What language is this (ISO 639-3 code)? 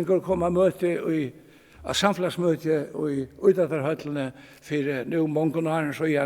fao